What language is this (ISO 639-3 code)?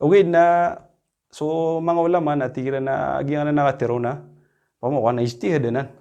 mrw